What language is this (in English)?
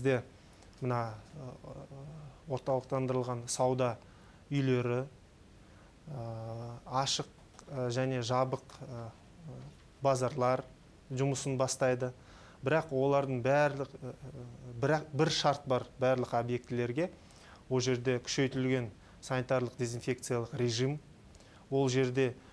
Kazakh